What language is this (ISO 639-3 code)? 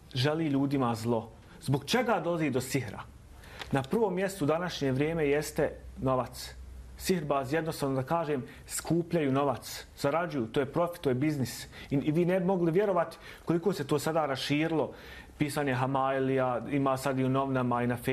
bos